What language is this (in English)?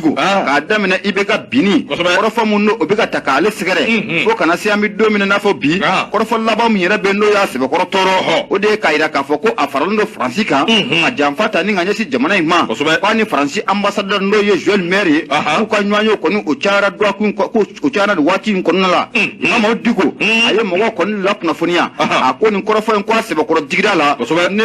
Bambara